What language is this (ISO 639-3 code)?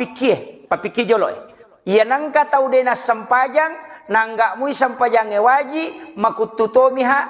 bug